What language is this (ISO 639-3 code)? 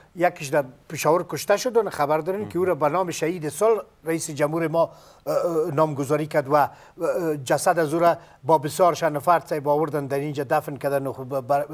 fas